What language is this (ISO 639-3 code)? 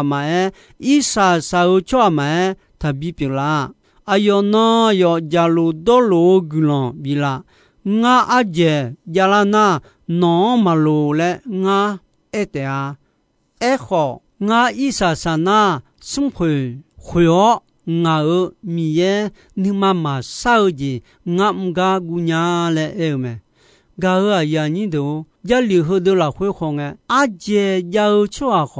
ahk